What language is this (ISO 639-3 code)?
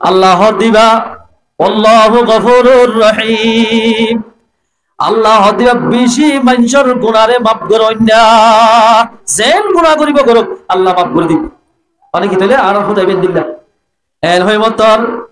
rhg